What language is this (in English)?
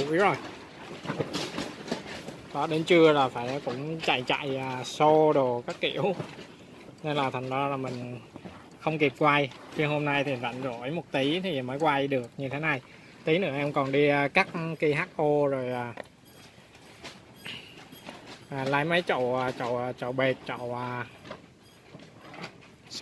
Vietnamese